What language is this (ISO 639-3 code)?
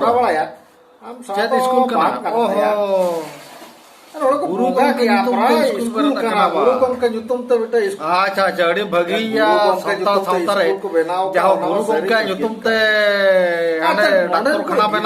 sat